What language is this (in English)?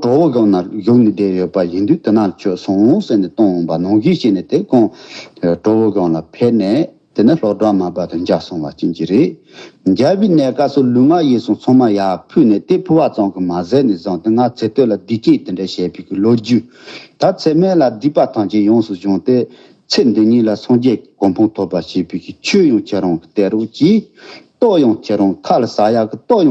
Tibetan